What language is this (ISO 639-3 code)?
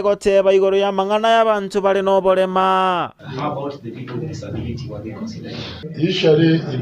guz